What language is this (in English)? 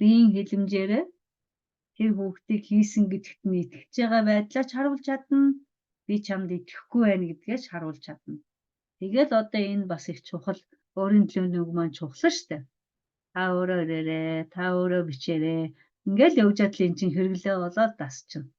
Mongolian